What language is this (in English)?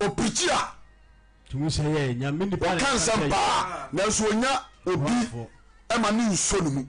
Akan